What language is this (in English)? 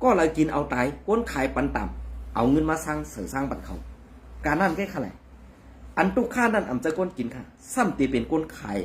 Shan